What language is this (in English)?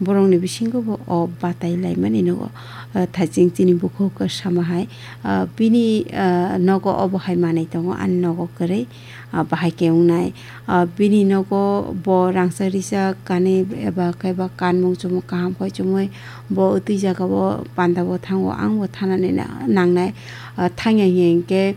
Kok Borok